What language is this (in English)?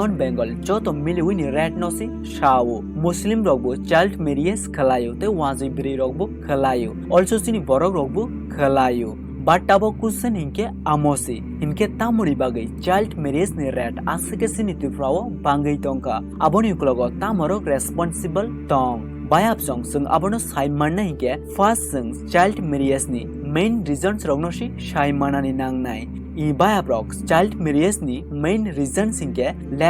Kok Borok